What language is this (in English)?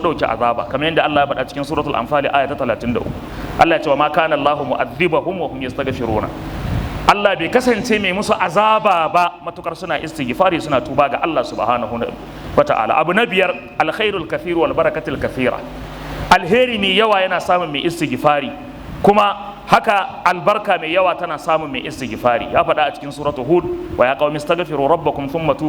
Hausa